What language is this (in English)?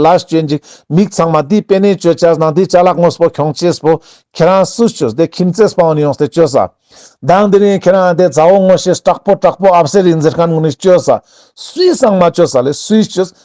Ladakhi